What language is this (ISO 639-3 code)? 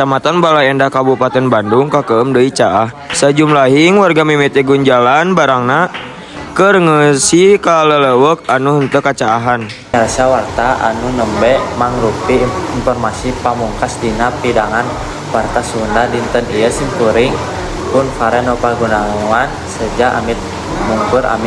sun